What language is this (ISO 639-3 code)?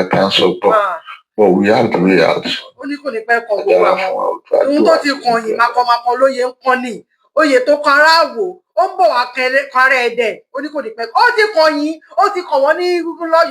yor